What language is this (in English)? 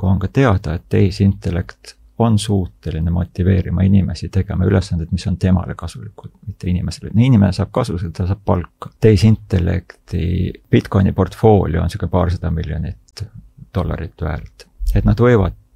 Estonian